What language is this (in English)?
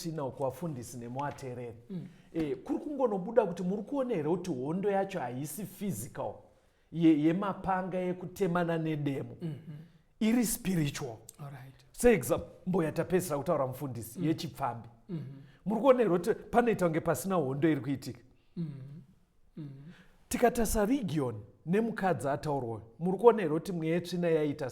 Shona